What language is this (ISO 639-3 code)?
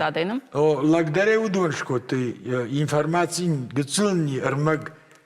oss